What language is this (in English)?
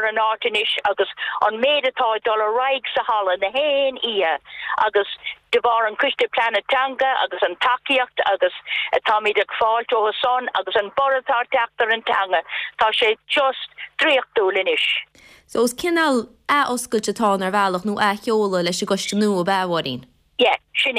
Irish